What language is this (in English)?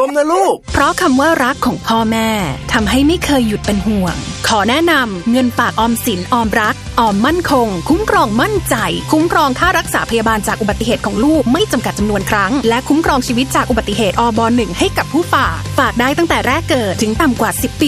Thai